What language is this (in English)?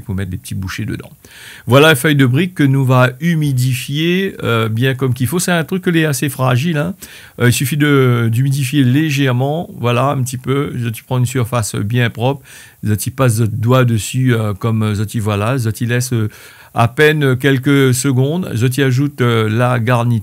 Réunion Creole French